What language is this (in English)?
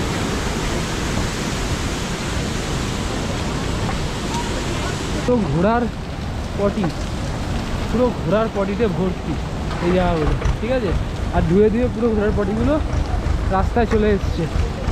Bangla